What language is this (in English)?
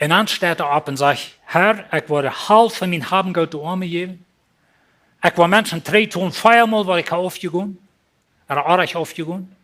Plautdietsch